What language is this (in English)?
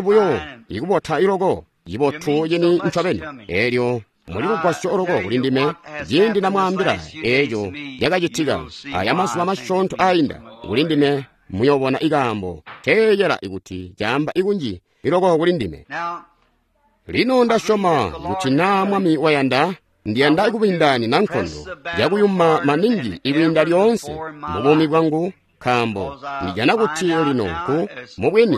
Tonga (Zambia)